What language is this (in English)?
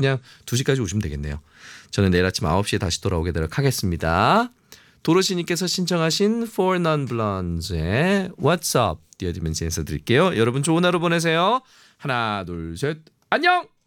Korean